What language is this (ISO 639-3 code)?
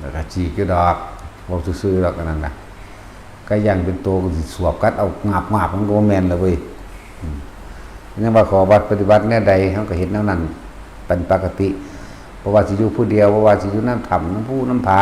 tts